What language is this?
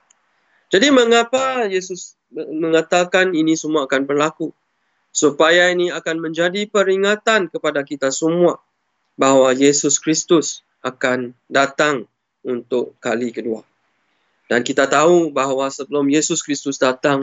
Malay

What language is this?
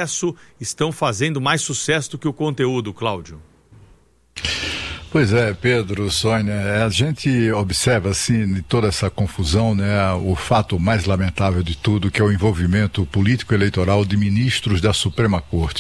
Portuguese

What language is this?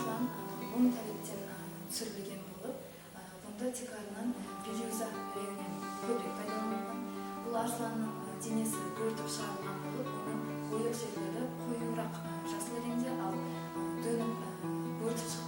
Kara-Kalpak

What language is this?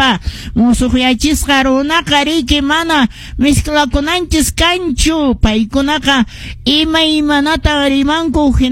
Quechua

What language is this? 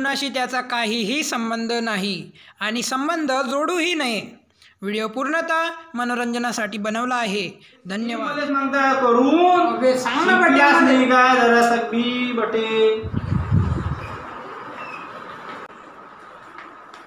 Marathi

